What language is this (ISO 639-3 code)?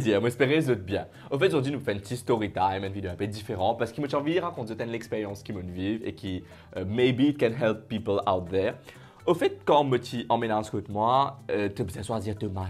mfe